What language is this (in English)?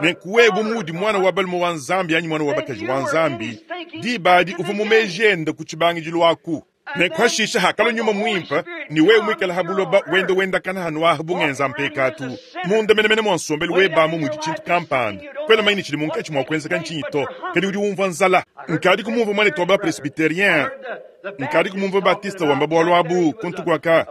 Luba-Lulua